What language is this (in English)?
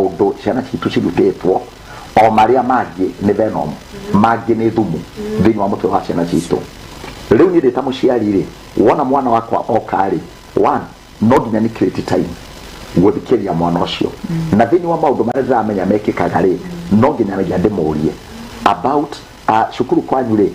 Kikuyu